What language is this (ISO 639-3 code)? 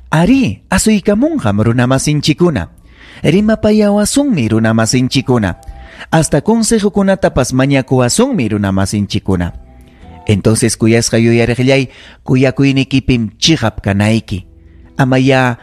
quy